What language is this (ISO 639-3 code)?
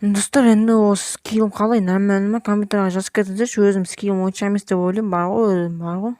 kaz